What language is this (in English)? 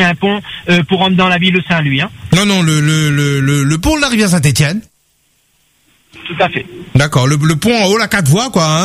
French